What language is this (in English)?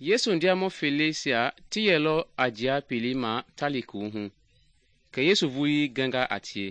Mende